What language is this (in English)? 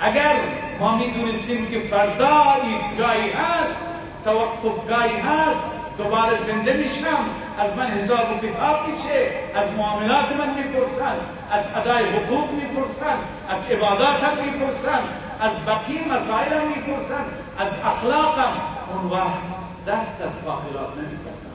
Persian